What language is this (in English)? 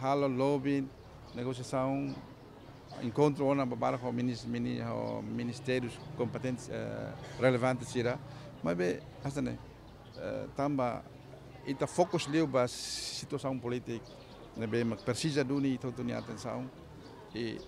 Tetum